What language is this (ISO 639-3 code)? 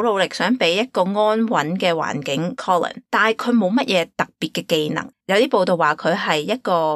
yue